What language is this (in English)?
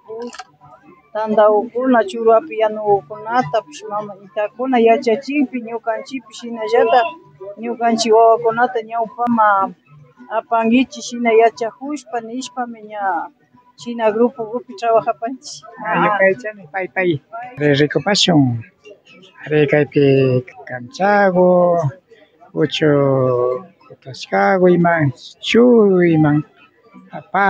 Imbabura Highland Quichua